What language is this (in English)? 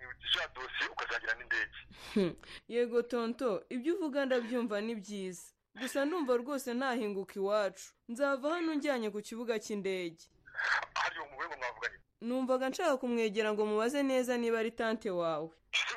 Kinyarwanda